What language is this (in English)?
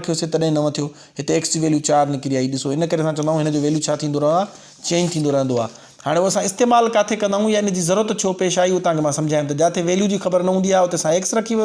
Sindhi